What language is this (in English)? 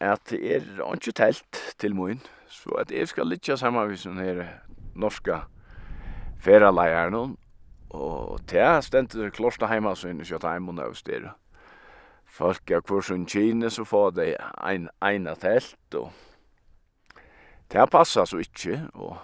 Faroese